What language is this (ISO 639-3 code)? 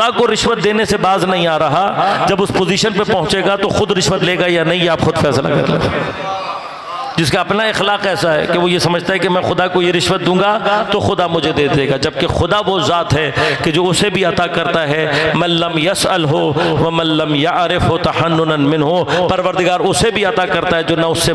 urd